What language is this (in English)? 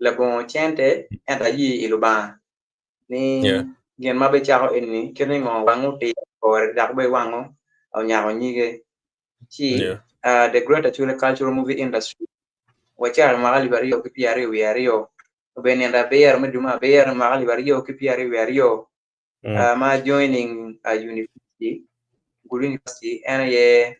Acoli